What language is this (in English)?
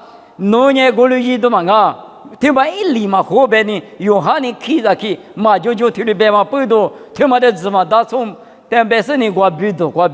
Lisu